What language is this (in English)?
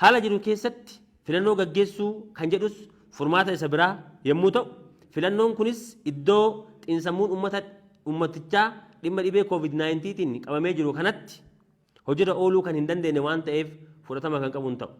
Oromo